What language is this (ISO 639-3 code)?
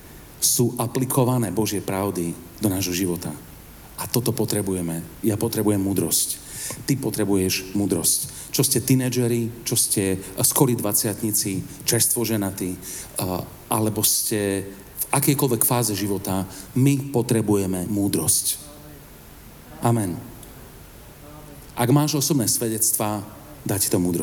slk